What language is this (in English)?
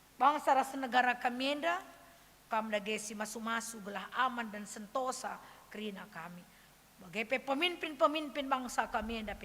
Batak Karo